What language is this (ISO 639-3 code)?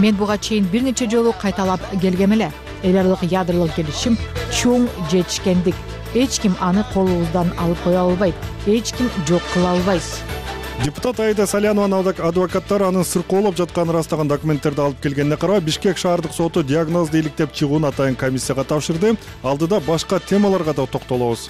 kir